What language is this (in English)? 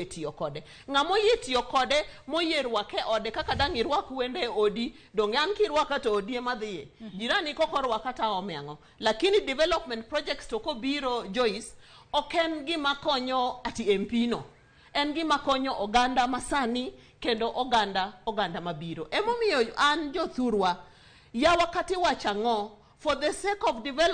Luo (Kenya and Tanzania)